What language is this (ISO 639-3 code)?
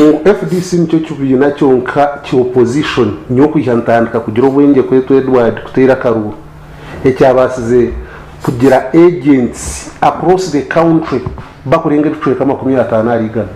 nyn